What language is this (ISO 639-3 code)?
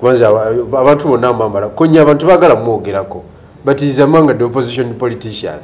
lug